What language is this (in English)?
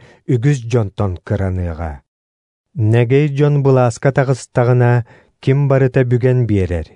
Yakut